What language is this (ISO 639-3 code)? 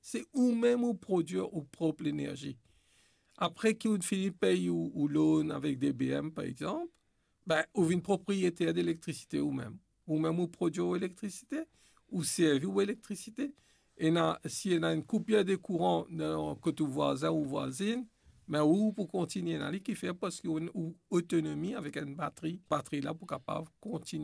mfe